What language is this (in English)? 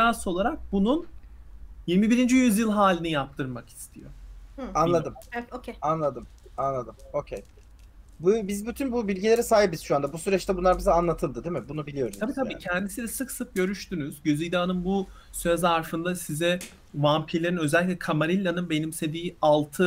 Turkish